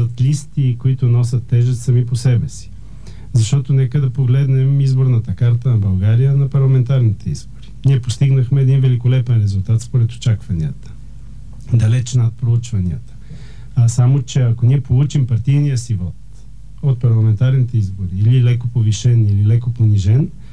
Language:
Bulgarian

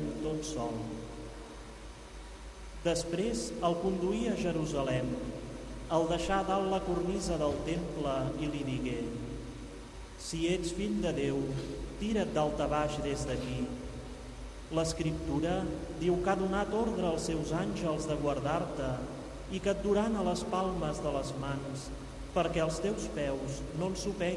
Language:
Catalan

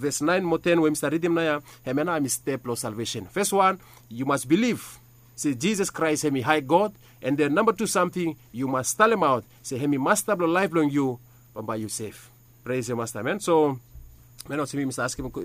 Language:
Bislama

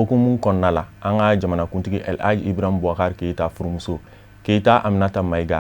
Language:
Bambara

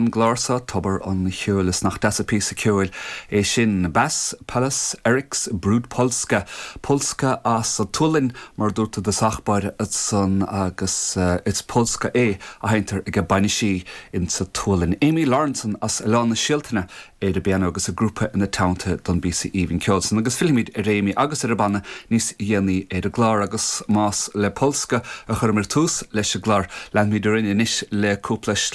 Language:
Irish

